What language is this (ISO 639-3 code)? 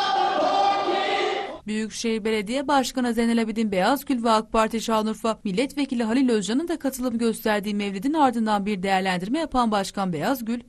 tur